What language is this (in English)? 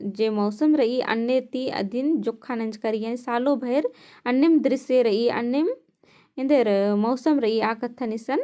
Kurukh